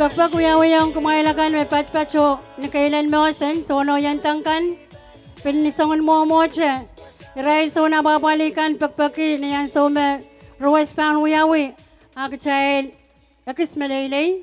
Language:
Pohnpeian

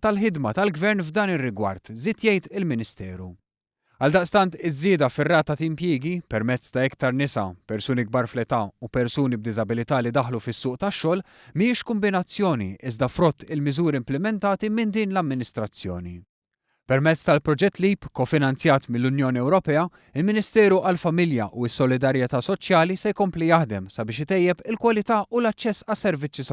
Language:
Maltese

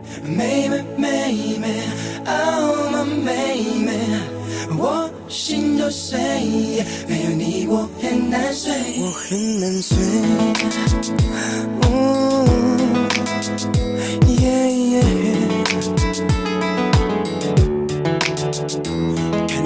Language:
Chinese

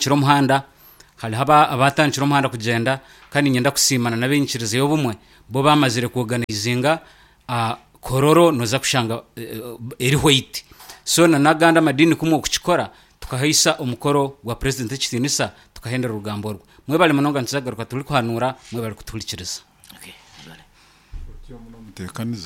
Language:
Nyoro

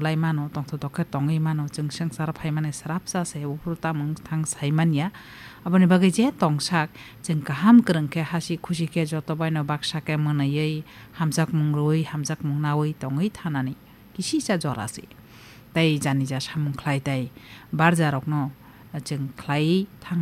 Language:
Kok Borok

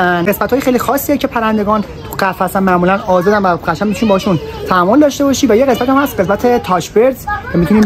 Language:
Persian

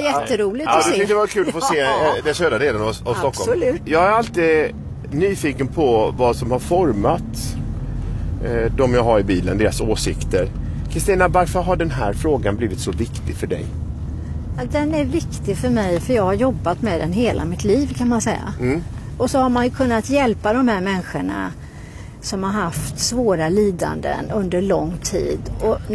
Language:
Swedish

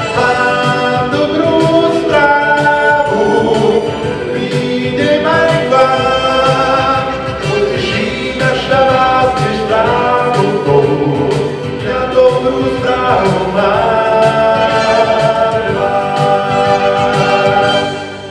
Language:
Slovak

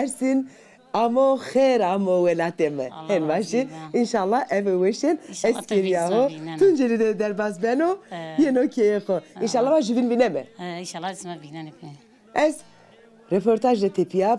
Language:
Zaza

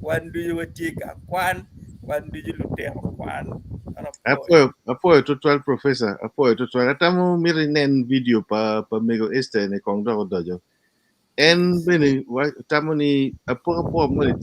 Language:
Acoli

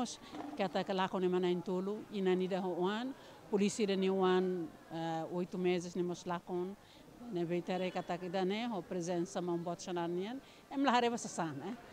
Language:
Tetum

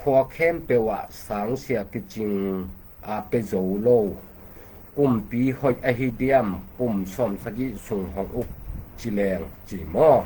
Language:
Tedim Chin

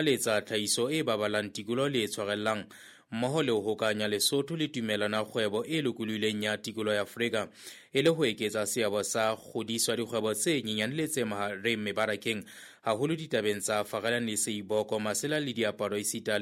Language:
Southern Sotho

